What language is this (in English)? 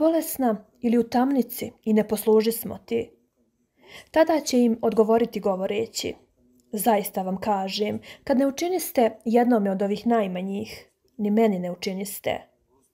Serbian